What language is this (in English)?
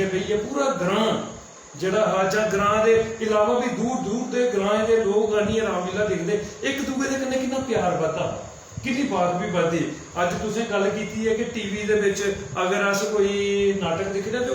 Dogri